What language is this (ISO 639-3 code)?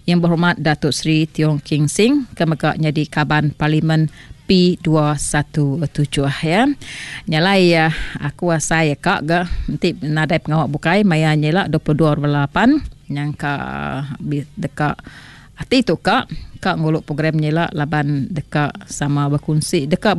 iba